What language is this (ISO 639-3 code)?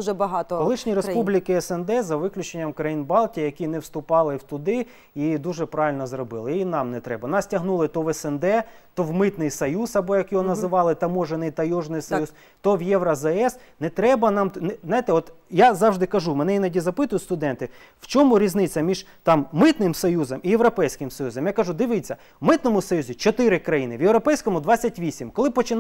ukr